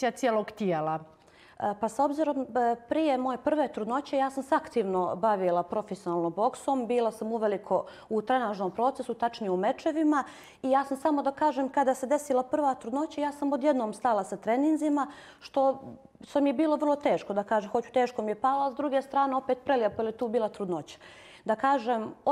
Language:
Bosnian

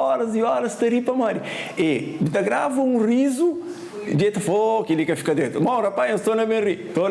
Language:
Kabuverdianu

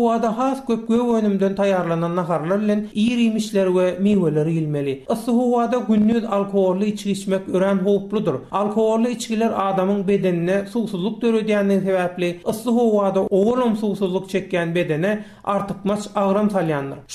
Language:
Turkmen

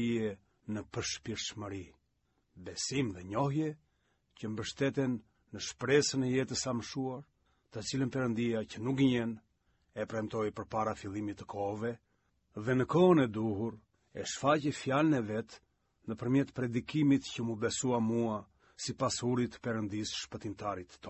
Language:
Albanian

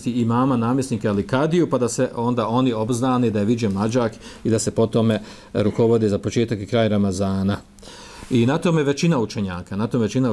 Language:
Bosnian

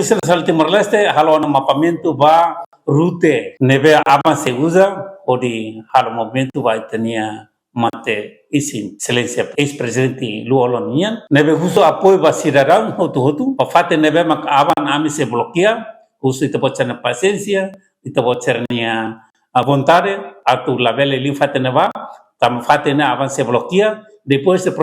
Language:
Tetum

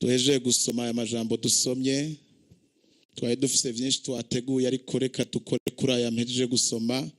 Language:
Rundi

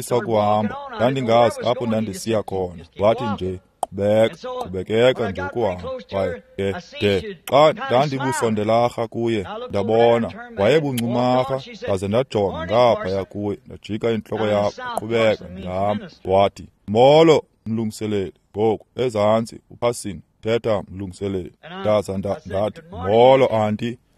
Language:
Xhosa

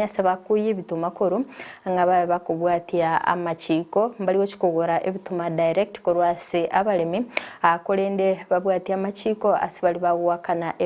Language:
Gusii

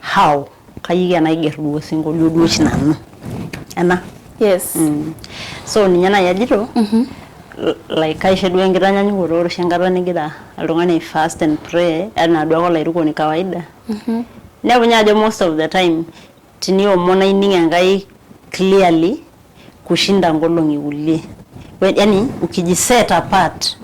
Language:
Masai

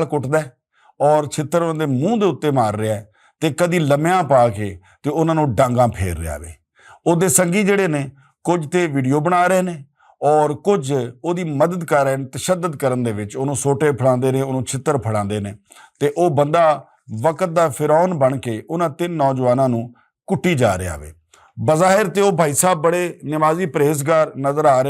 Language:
Western Panjabi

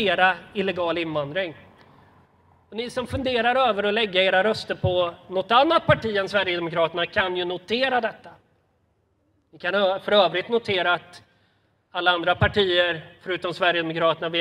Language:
Swedish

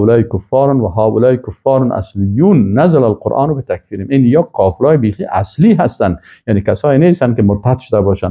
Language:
Persian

